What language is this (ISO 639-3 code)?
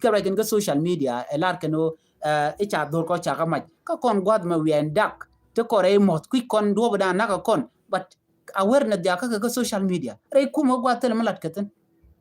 nus